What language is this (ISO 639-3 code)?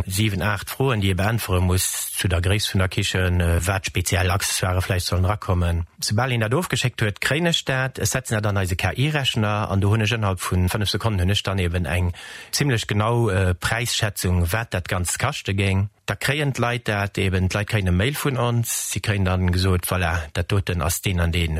ltz